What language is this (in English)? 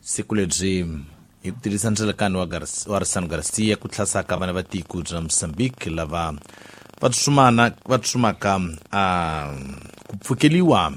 Tsonga